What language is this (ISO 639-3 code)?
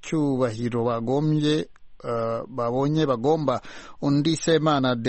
kin